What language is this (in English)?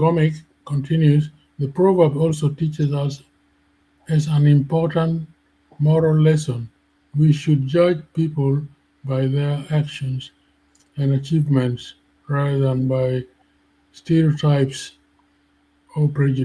Acoli